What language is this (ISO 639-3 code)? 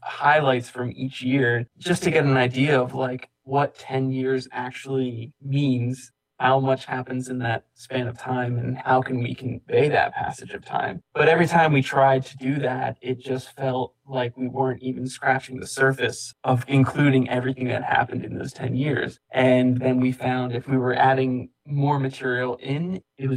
eng